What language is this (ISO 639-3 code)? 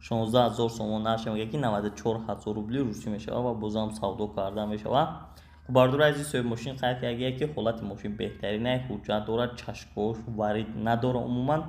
tgk